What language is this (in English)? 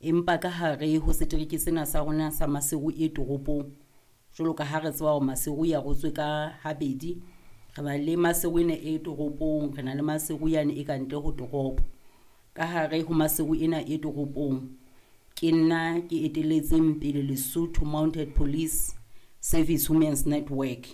Southern Sotho